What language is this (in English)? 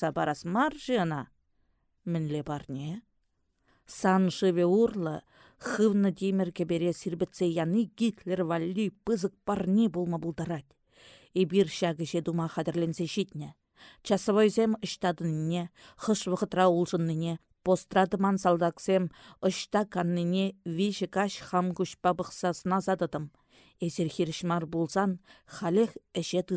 Chuvash